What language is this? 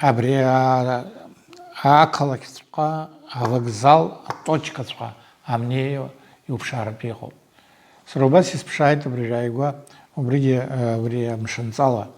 Abkhazian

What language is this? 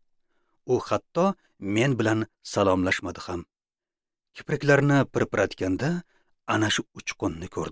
Uzbek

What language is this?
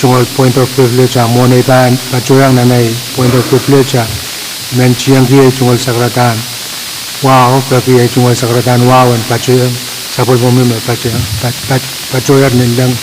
Pohnpeian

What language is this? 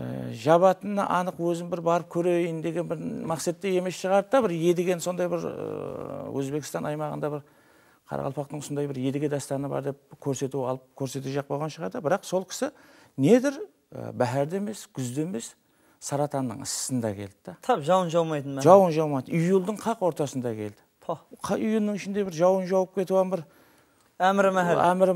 Kara-Kalpak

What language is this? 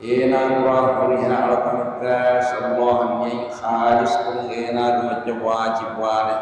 Divehi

